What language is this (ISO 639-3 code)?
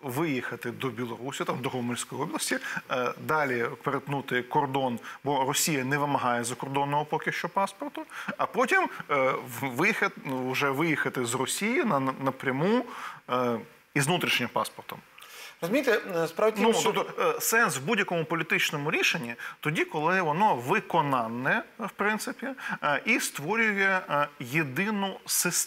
ukr